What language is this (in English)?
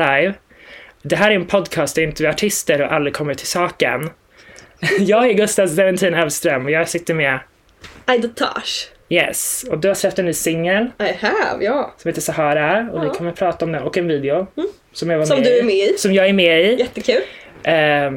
Swedish